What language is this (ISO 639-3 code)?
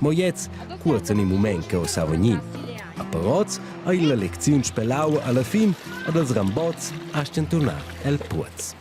roh